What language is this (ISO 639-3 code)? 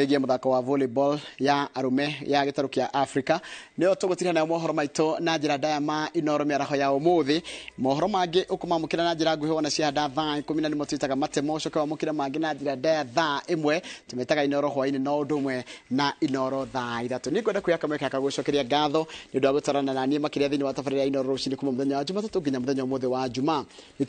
kik